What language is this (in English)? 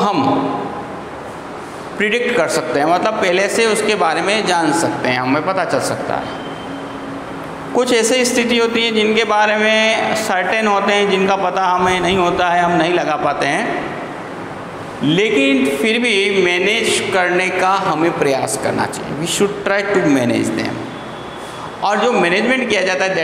Hindi